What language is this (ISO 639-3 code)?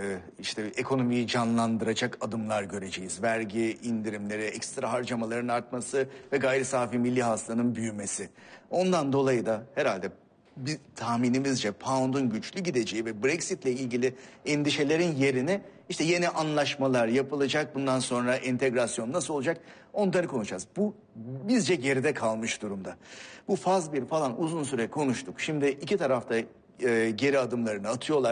tur